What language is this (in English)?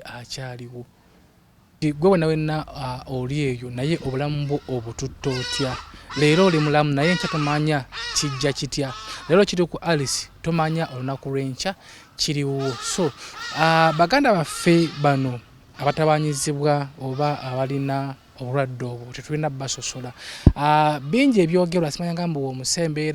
Ganda